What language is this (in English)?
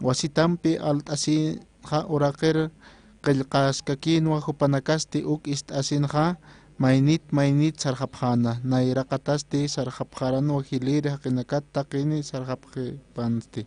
Aymara